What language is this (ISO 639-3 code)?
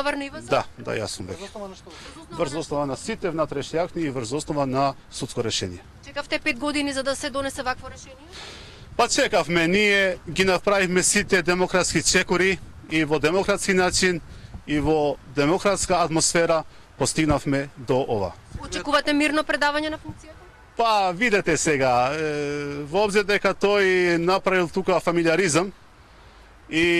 mkd